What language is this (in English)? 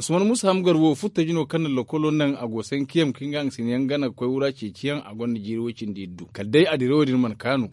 Zarma